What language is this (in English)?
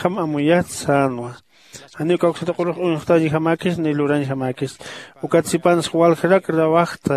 Aymara